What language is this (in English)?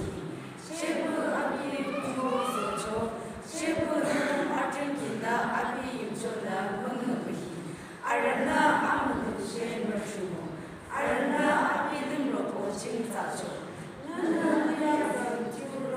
Yimchungru Naga